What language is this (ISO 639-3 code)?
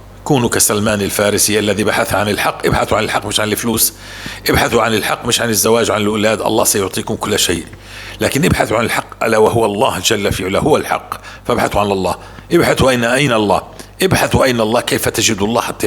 apc